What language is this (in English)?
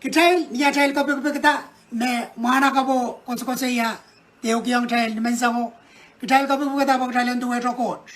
Pohnpeian